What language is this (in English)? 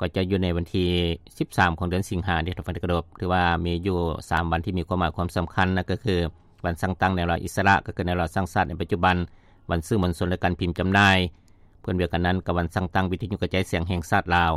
Lao